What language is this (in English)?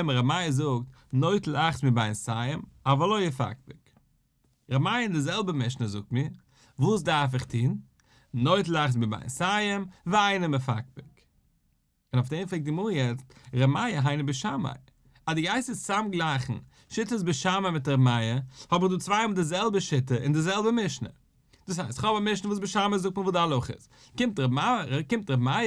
Yiddish